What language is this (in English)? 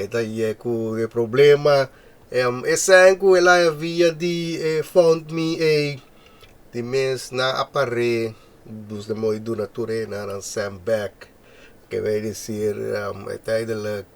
Papiamento